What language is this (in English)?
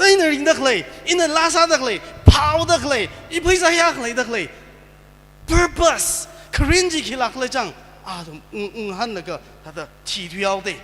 Tangkhul Naga (India)